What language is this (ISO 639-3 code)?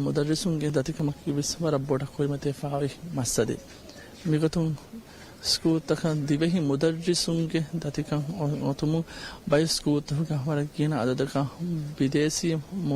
div